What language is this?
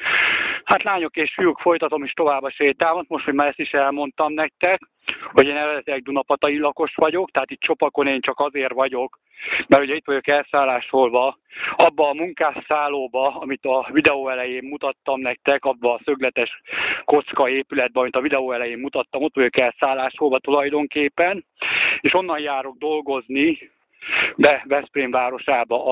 Hungarian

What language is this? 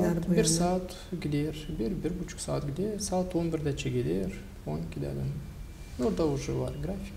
Gagauz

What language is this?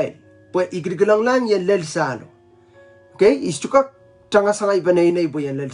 Pohnpeian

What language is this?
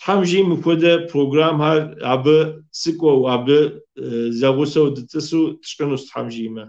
Kabardian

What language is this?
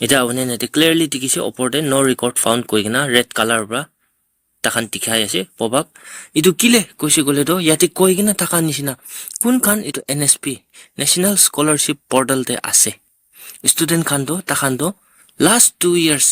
Naga Pidgin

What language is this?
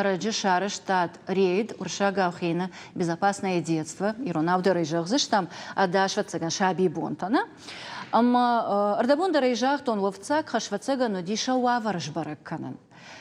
Ossetic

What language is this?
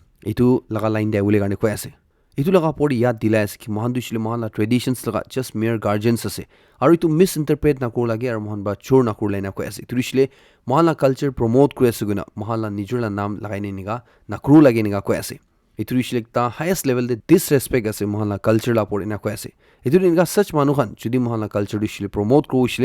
Naga Pidgin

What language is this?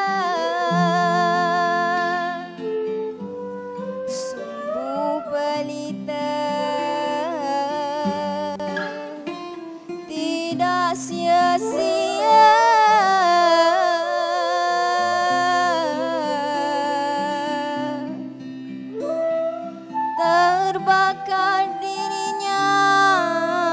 Malay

